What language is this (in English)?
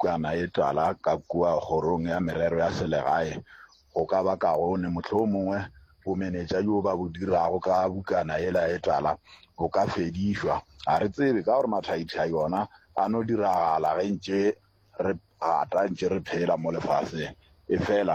Northern Sotho